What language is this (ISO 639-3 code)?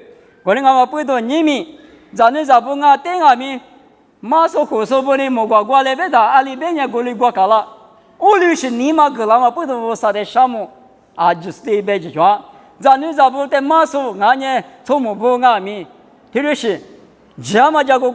lis